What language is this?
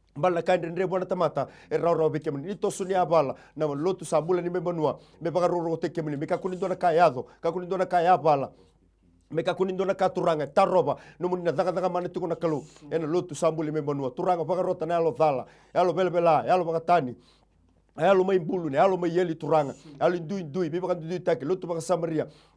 Fijian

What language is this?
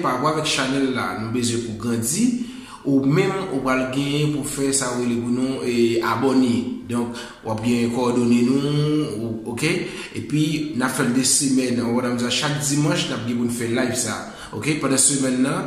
Haitian Creole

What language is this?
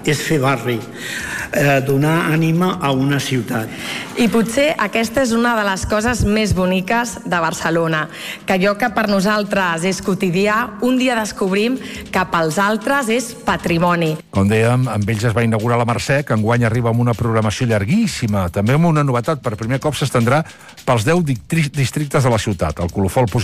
Catalan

